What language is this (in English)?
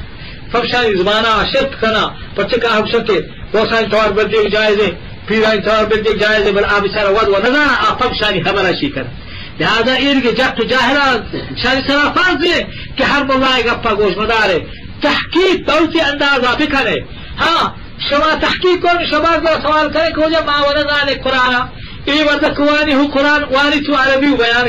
Eastern Balochi